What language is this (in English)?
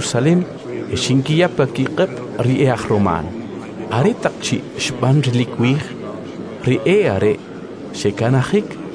Kʼicheʼ